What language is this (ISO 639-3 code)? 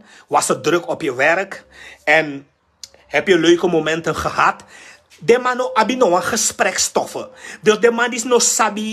srn